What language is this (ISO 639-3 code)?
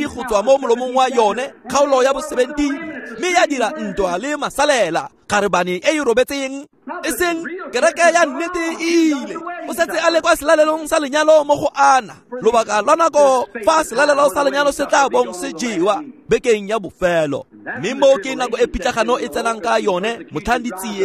tsn